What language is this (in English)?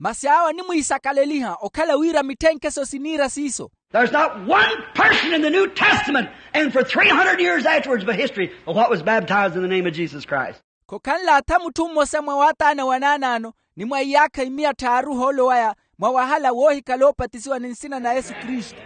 Makhuwa